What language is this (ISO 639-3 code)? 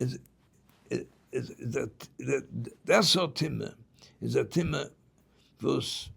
yid